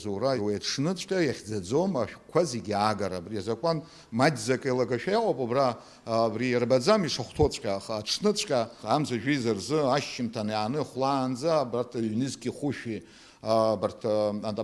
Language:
Abkhazian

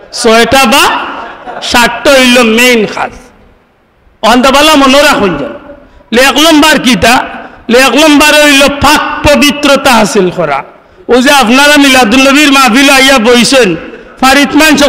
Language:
Sylheti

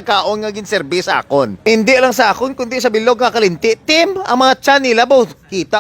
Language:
Hiligaynon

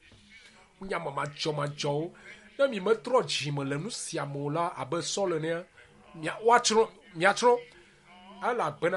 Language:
Ewe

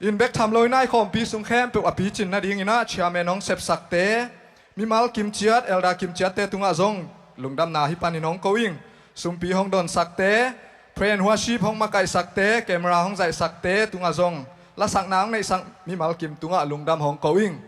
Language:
Tedim Chin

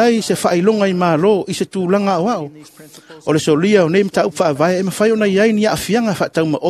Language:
Samoan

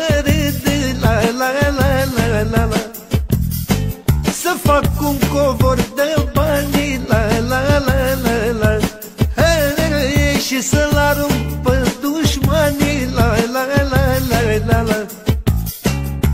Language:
Romanian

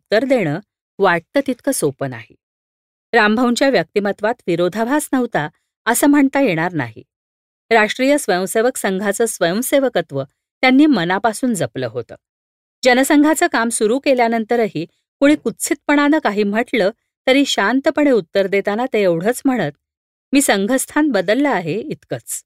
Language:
Marathi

